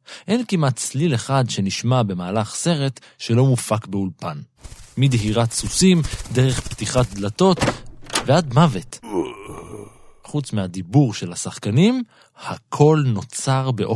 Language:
Hebrew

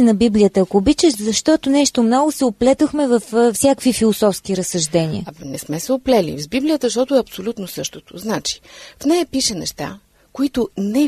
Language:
Bulgarian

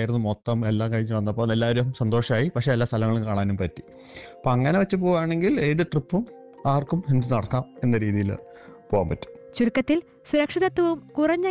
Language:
Malayalam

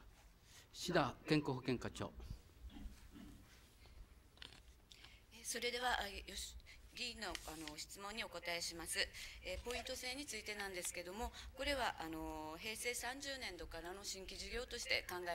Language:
Japanese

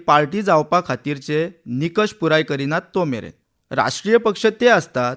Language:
Konkani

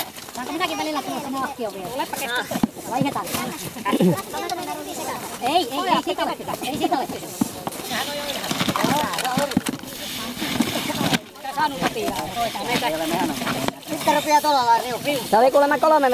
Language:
Finnish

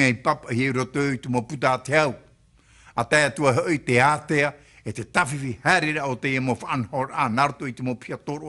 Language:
Tahitian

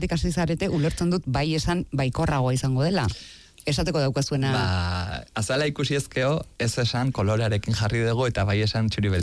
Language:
Basque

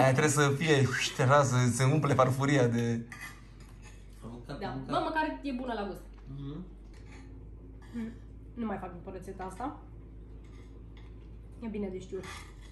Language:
Romanian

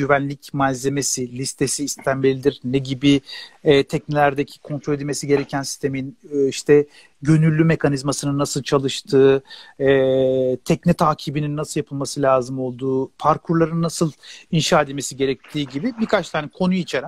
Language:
Turkish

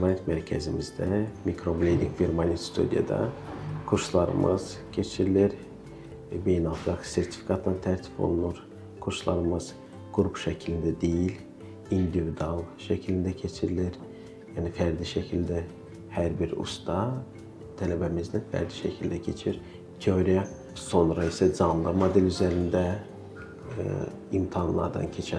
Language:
Azerbaijani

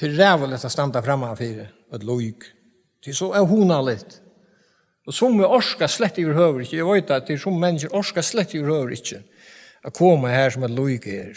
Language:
Faroese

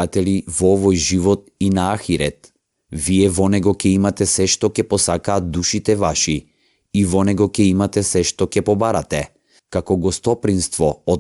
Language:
Macedonian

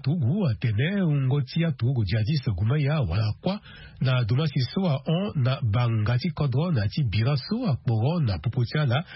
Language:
Sango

